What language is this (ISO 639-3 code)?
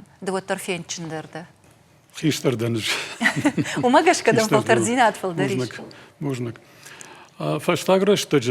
oss